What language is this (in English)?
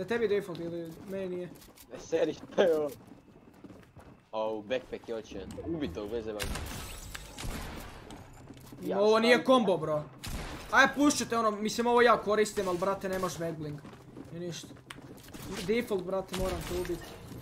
Serbian